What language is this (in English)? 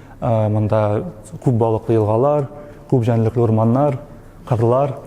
Tatar